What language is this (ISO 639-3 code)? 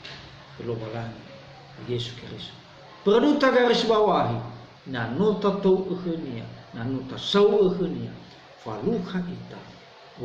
nia